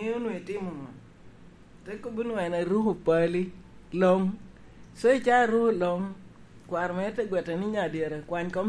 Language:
Lango (Uganda)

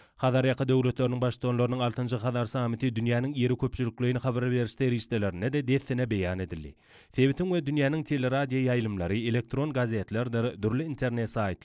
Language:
Turkmen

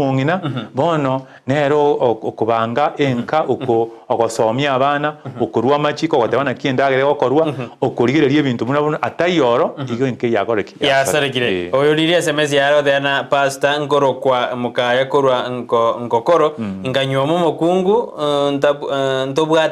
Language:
Gusii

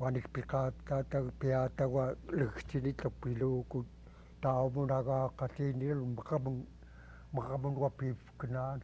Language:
Central Yupik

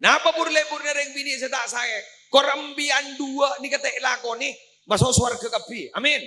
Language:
Madurese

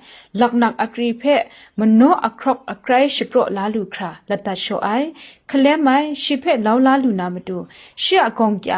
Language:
Kachin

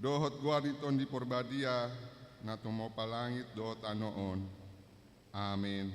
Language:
Batak Toba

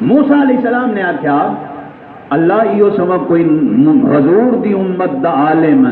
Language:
Saraiki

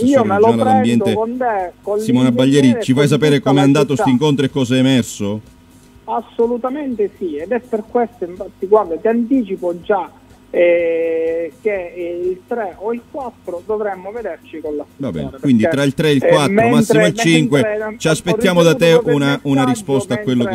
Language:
Italian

